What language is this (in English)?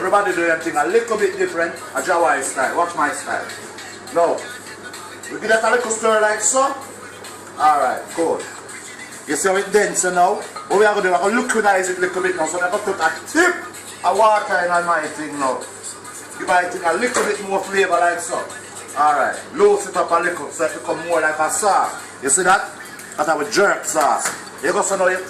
Jamaican Creole English